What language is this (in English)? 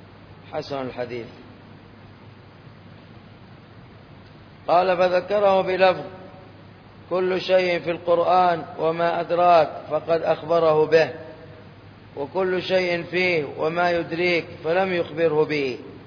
Arabic